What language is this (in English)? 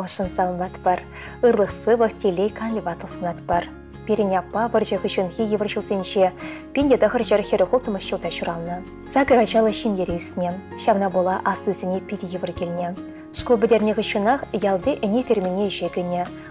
Chuvash